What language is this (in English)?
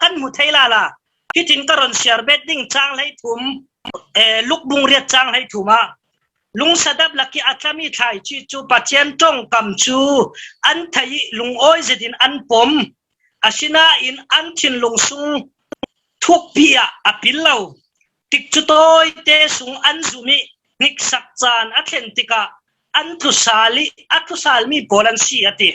Falam Chin